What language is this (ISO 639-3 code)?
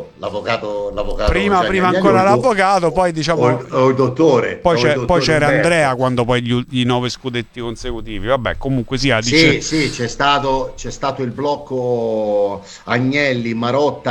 ita